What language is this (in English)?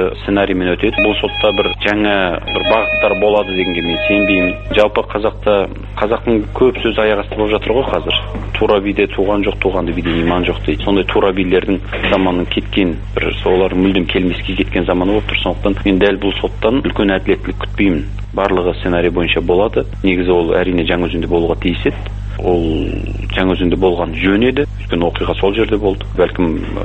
Kazakh